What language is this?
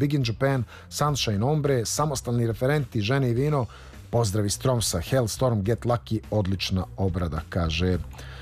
Serbian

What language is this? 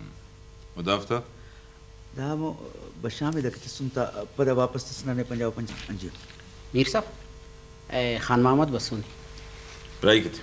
Brahui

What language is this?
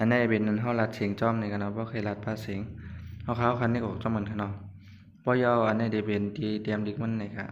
Shan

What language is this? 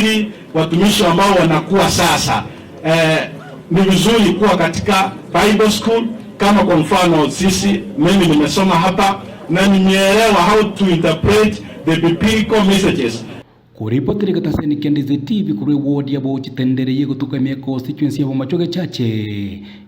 Gusii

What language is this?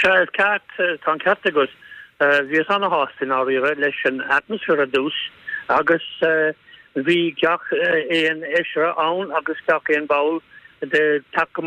Irish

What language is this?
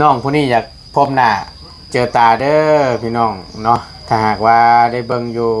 Lao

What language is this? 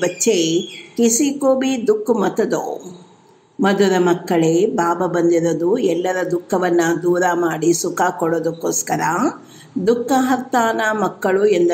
Kannada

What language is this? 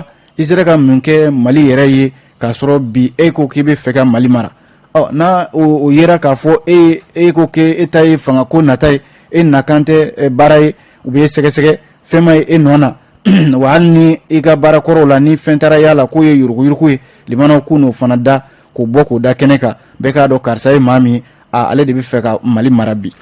Bambara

